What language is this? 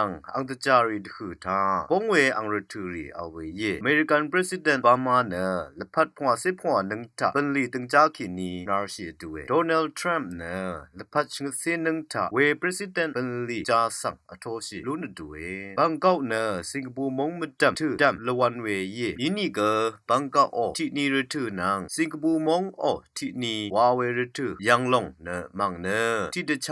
Rawang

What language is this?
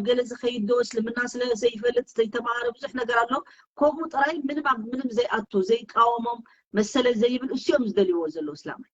Tigrinya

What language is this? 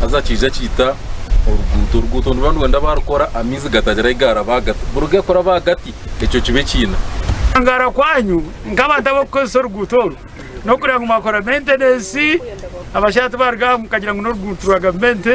Nyankole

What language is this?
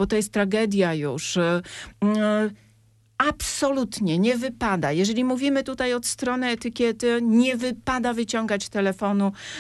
Polish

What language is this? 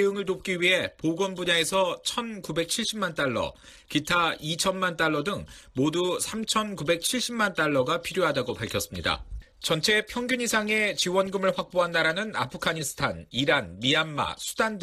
Korean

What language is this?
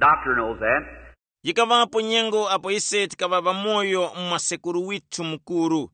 Tumbuka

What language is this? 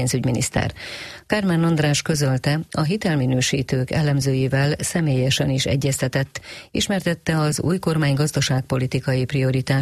Hungarian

